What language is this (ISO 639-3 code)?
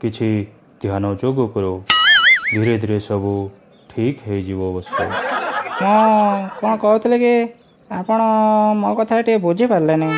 ori